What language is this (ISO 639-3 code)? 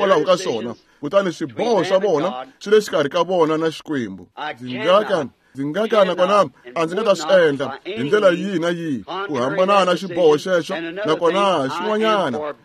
tso